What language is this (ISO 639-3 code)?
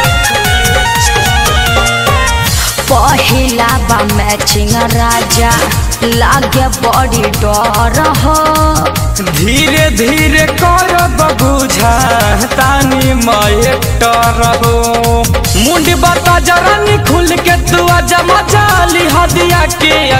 bho